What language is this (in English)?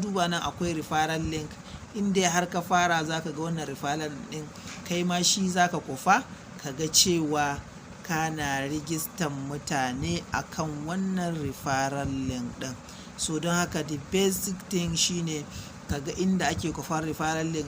Hausa